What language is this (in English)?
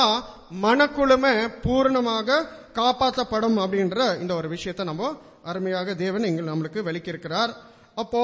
Tamil